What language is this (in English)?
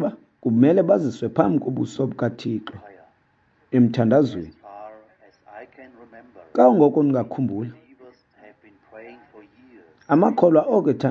Xhosa